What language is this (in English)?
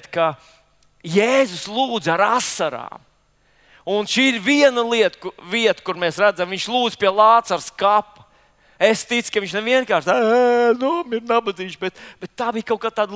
Latvian